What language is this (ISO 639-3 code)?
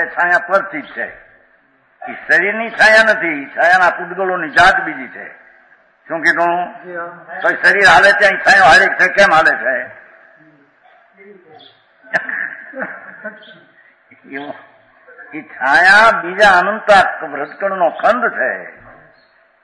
guj